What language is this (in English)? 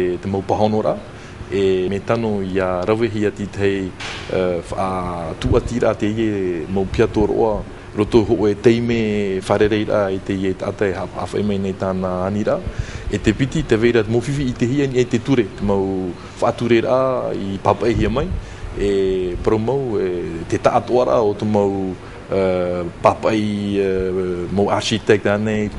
Tahitian